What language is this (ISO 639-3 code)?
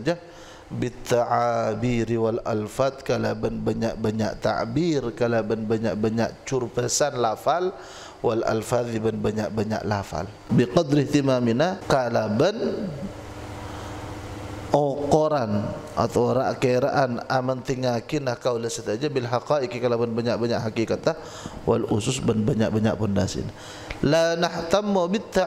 mad